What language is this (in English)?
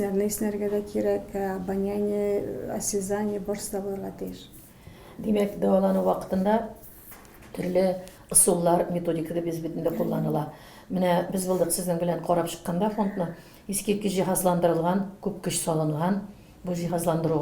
Tatar